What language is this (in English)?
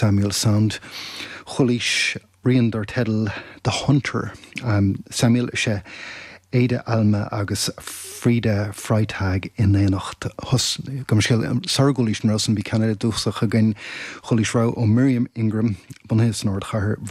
Irish